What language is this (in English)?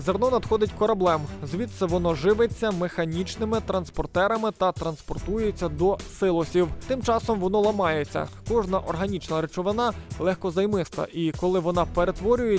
Ukrainian